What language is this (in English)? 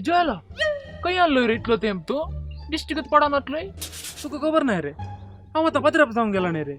Konkani